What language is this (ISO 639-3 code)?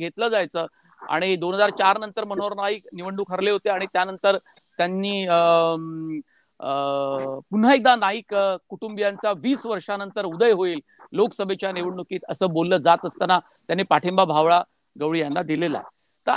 mar